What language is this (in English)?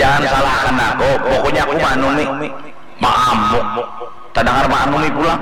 Banjar